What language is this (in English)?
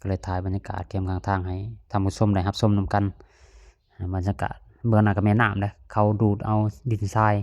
Lao